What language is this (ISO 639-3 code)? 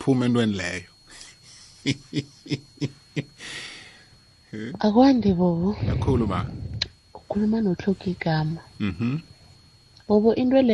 nbl